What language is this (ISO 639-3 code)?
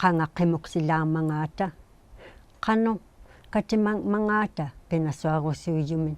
iku